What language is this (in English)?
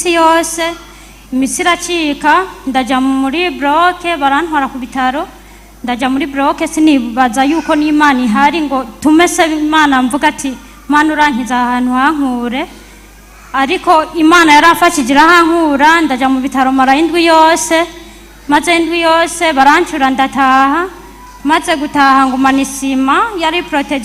Rundi